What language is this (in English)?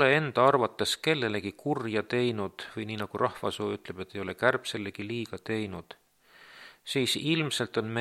Estonian